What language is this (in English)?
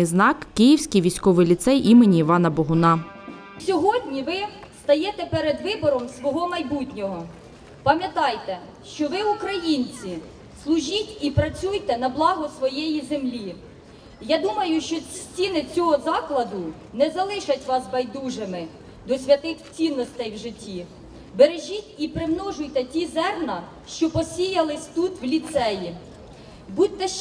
Ukrainian